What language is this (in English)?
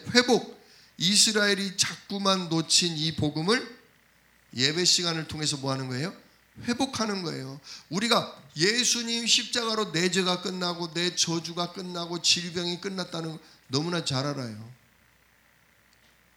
Korean